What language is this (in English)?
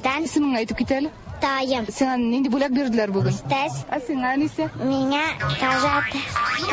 Tatar